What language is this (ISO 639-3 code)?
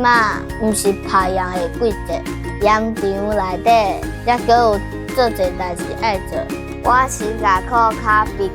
nan